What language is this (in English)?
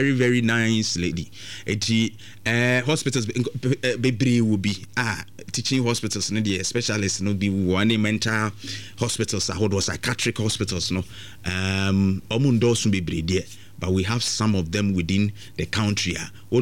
Akan